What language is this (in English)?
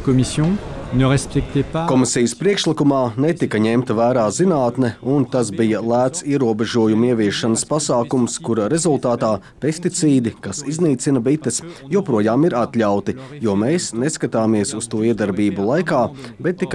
Latvian